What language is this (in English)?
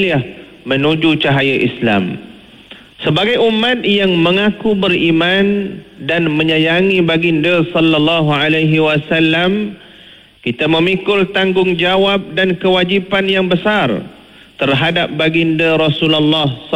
Malay